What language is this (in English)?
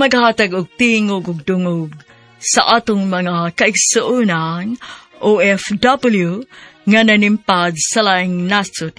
Cebuano